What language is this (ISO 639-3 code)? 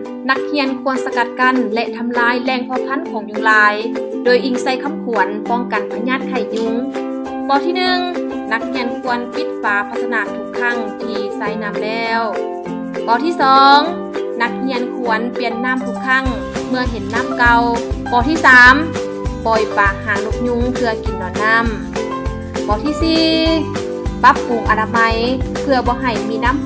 lao